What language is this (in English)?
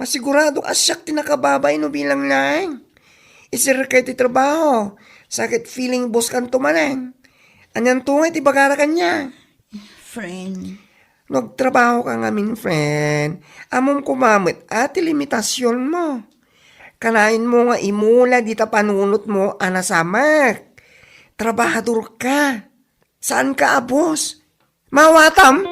Iloko